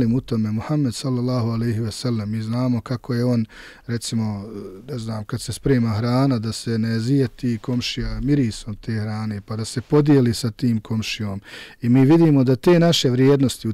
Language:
Bosnian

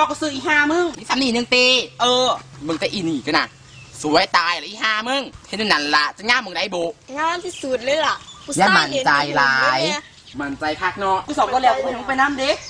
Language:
Northeastern Thai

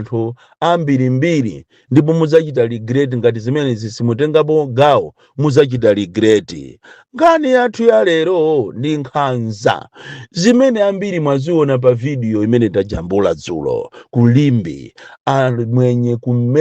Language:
Nyanja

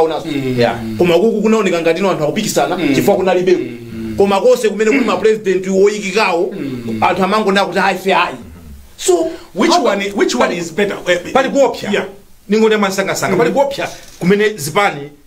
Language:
Nyanja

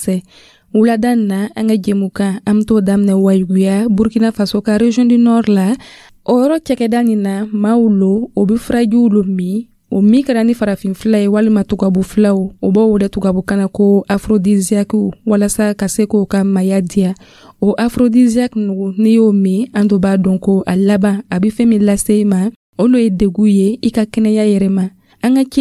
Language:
Dyula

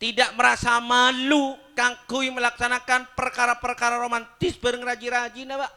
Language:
Madurese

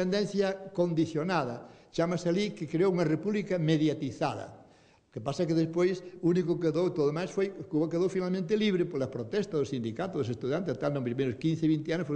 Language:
Galician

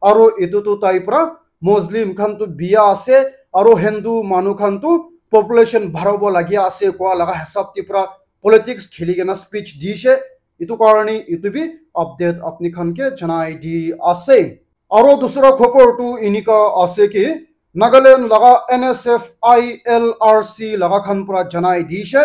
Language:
Naga Pidgin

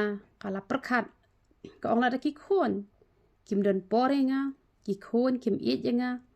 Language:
Khasi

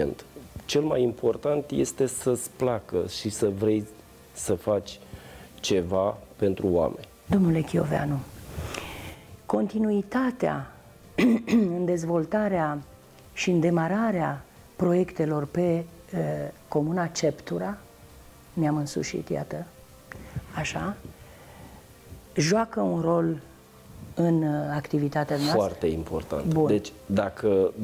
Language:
Romanian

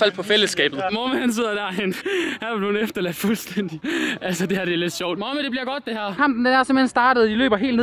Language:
Danish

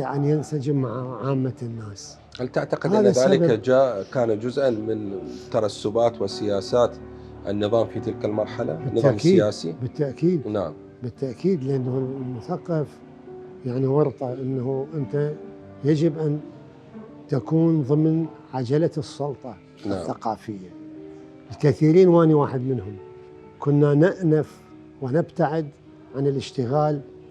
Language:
Mesopotamian Arabic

